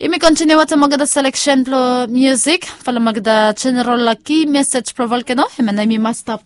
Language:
Bislama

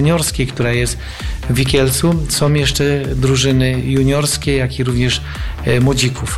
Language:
Polish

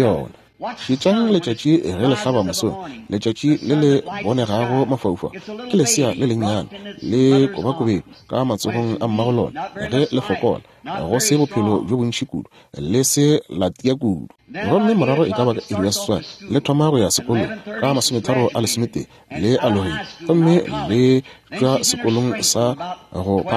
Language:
Northern Sotho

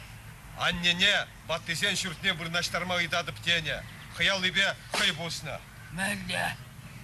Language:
Chuvash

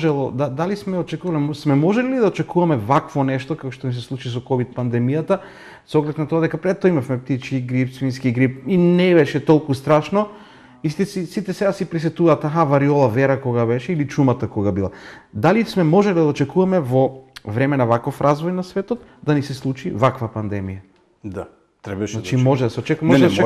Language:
Macedonian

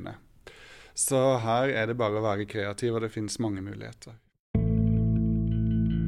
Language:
Norwegian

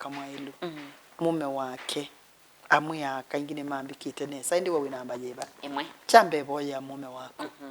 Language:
Kamba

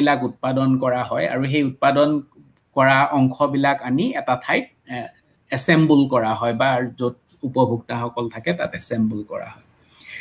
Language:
Assamese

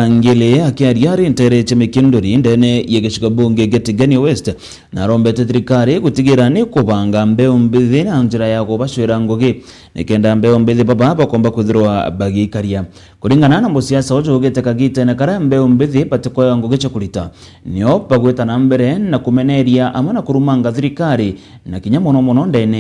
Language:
Meru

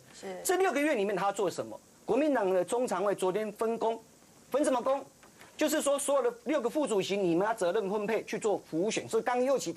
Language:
Chinese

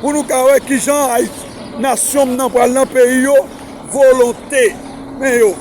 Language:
Haitian Creole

